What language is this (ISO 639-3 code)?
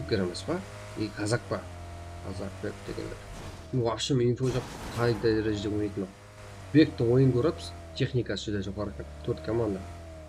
kaa